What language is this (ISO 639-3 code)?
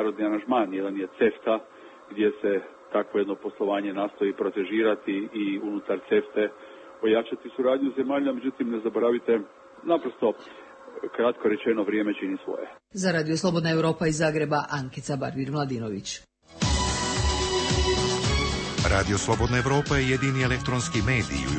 hrv